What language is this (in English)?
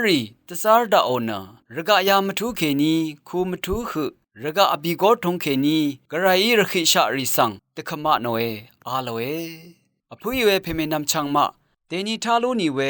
Rawang